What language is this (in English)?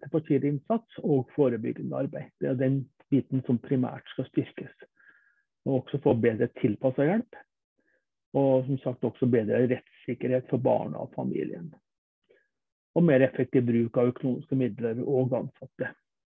Norwegian